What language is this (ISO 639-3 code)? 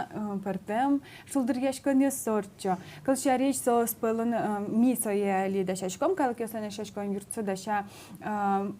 udm